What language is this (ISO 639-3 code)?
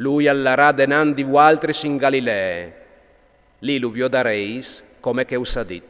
fur